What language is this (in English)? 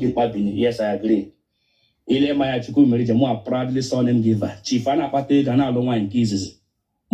Igbo